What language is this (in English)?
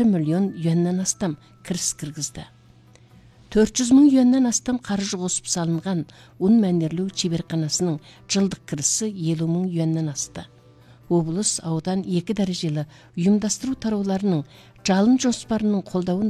Kazakh